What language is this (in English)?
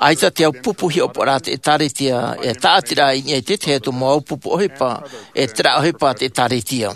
Tahitian